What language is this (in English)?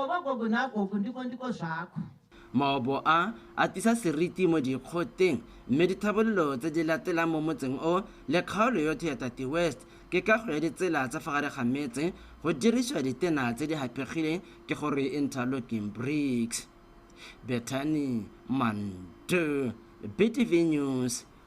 Tswana